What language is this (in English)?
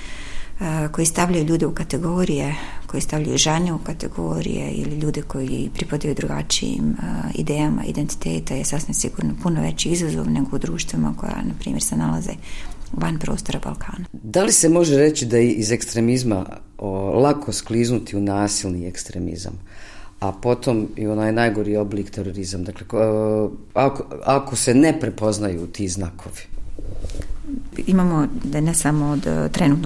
Bosnian